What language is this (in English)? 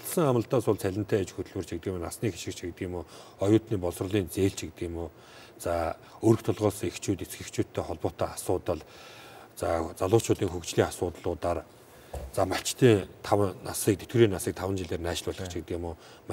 Mongolian